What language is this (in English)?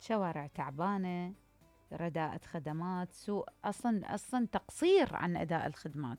Mesopotamian Arabic